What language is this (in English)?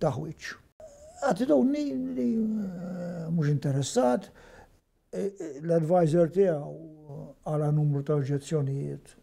Maltese